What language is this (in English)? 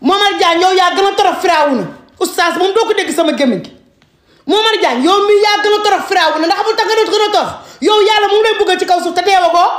Wolof